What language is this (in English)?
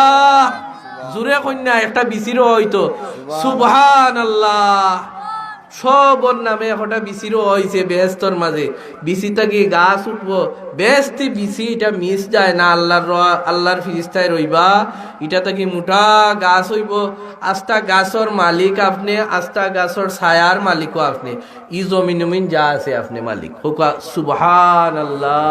Sylheti